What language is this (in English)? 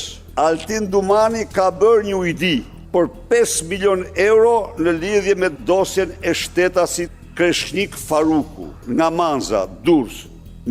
Albanian